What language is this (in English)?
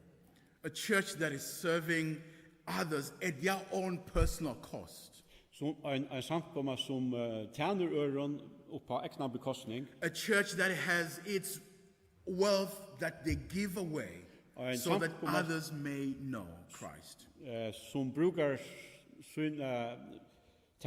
Faroese